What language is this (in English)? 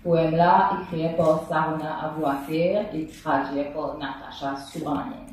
Morisyen